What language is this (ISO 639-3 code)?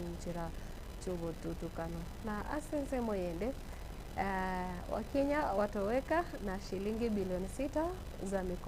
guz